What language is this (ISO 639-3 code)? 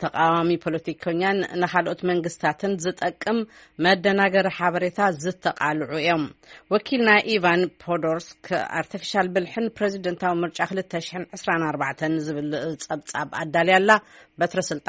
tir